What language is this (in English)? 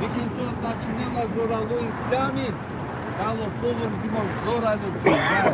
Balkan Romani